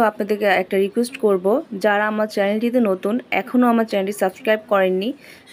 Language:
Bangla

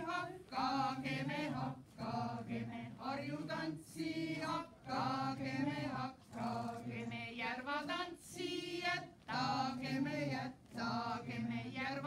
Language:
Estonian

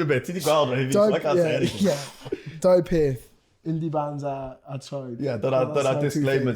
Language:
Welsh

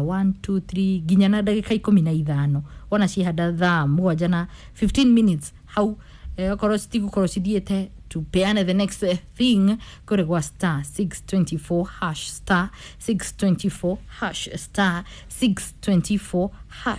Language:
Kikuyu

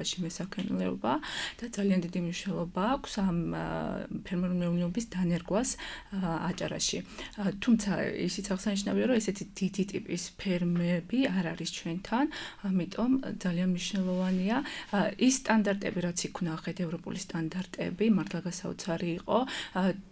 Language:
Georgian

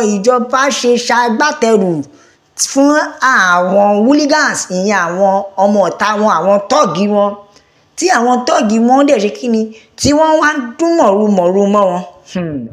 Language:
Yoruba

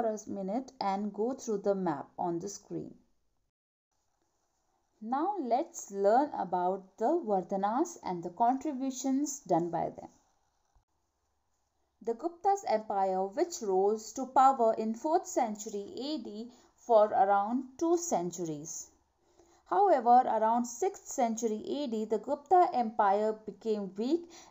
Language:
English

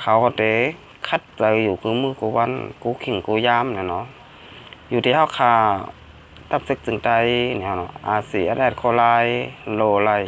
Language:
Shan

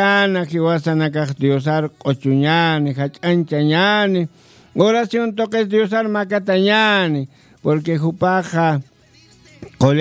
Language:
Aymara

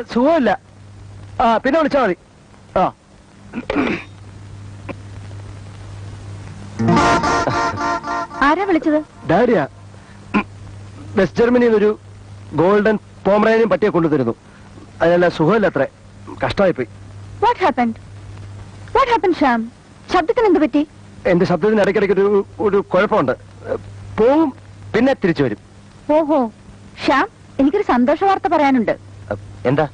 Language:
Malayalam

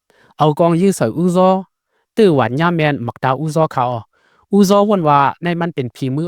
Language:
Shan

